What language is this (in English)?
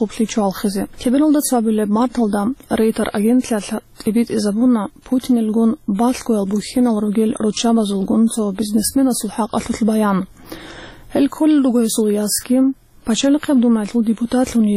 Avaric